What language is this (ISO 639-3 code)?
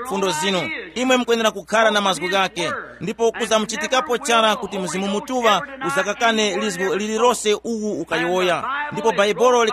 tum